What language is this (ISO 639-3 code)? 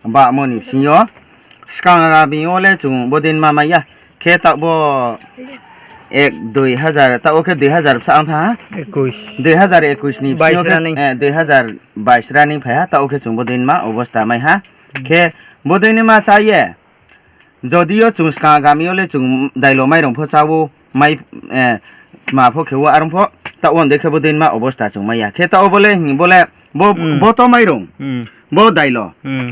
ria